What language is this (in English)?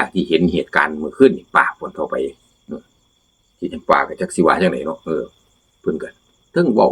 Northeastern Thai